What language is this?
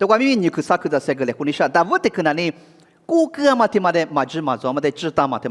Lisu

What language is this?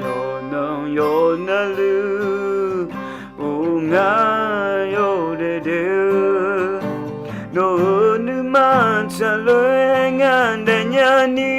Akha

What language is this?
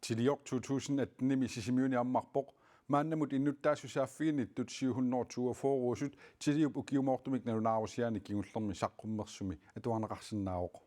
Kalaallisut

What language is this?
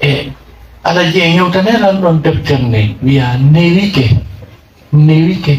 Fula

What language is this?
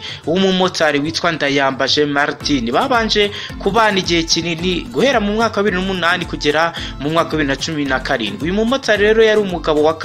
Kinyarwanda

